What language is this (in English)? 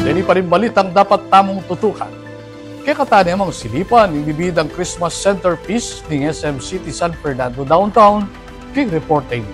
Pampanga